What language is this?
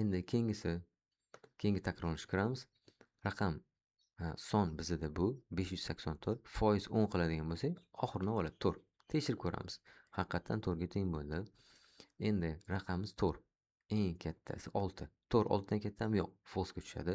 Uzbek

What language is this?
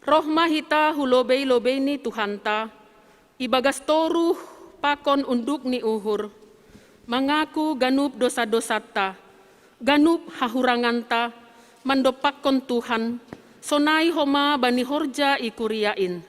Batak Simalungun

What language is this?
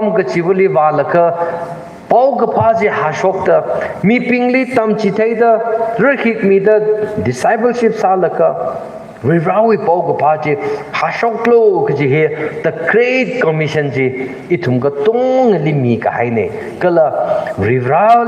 Tangkhul Naga (India)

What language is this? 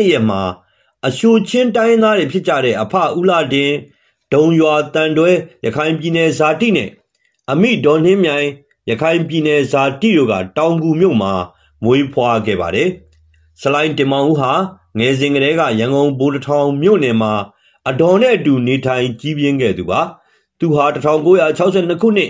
Burmese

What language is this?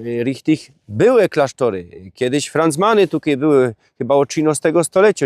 Silesian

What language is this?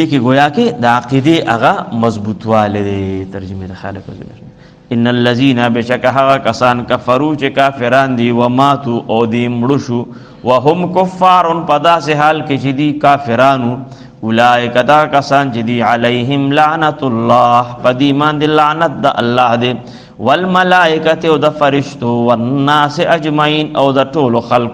Pashto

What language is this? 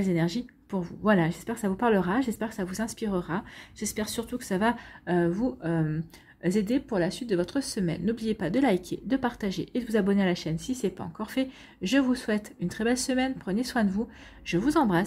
French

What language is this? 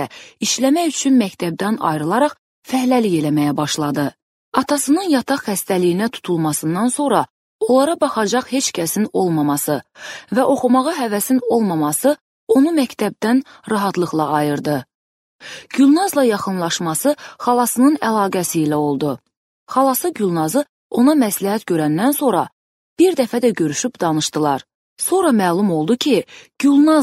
Azerbaijani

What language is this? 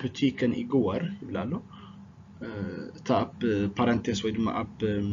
Tigrinya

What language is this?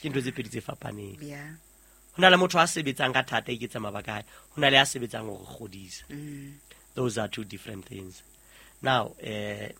Southern Sotho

